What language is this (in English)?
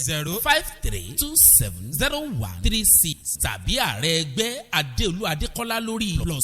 Yoruba